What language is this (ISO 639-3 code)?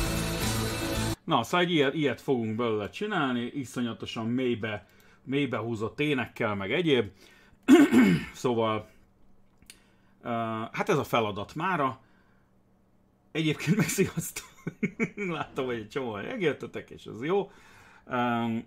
hun